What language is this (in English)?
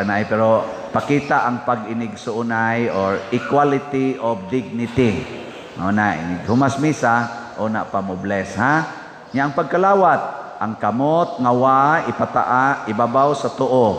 Cebuano